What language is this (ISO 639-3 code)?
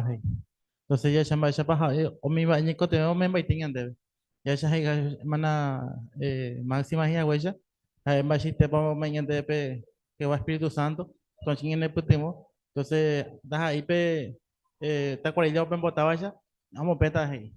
grn